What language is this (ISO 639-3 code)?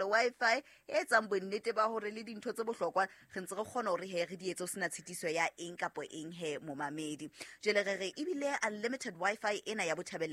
sot